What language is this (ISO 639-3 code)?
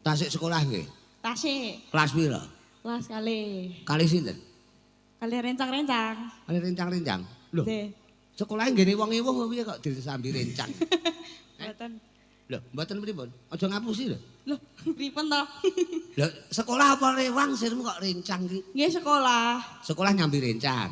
jav